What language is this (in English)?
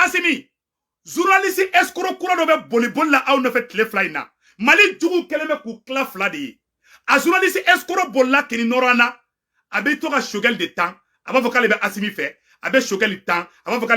Bambara